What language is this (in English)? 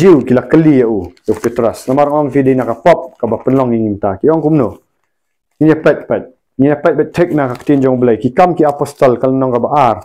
Khasi